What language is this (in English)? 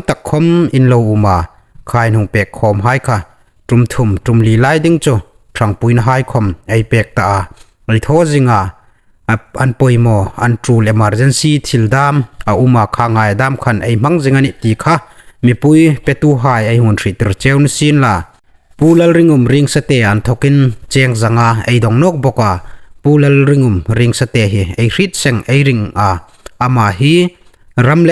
Hmar